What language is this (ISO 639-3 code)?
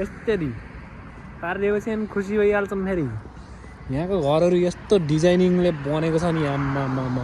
nep